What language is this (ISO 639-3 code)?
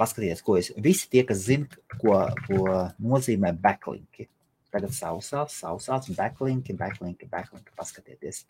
lav